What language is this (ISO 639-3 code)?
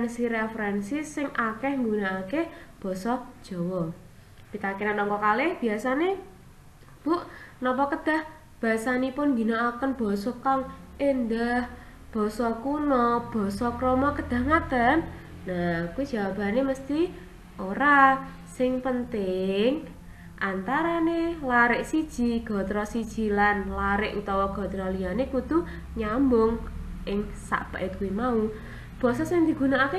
jav